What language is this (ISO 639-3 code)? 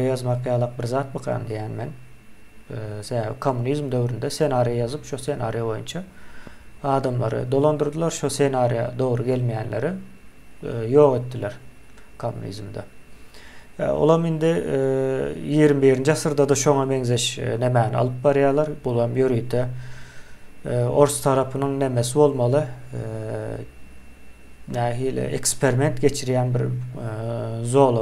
tuk